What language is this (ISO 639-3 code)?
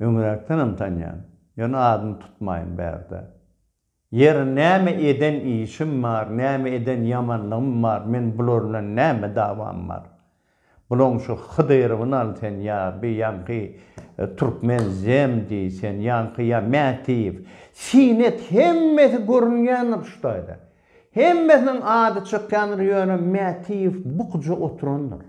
tuk